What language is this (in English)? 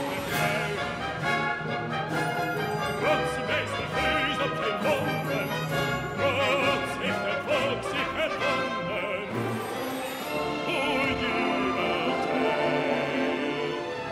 Dutch